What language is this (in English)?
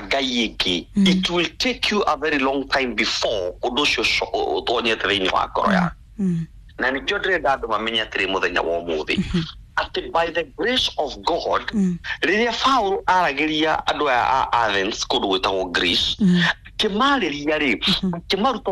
Kikuyu